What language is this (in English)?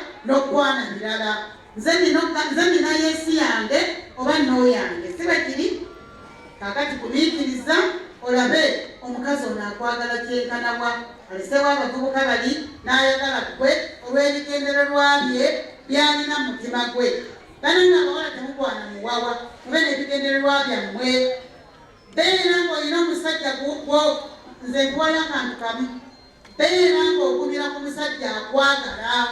Ganda